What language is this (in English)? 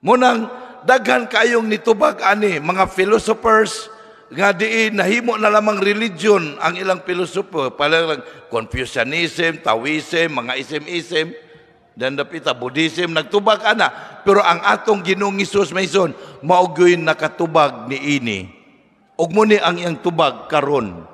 Cebuano